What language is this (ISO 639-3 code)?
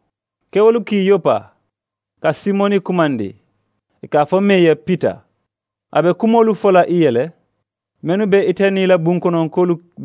man